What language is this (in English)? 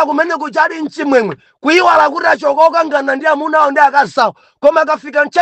Nyanja